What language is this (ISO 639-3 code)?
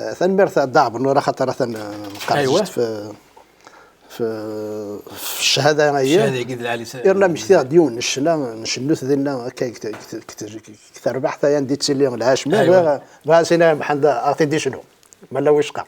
kab